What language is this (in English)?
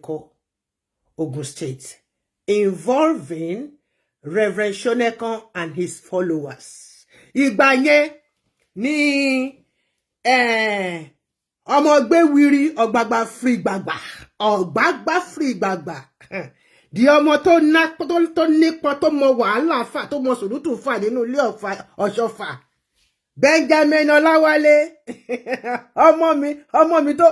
Yoruba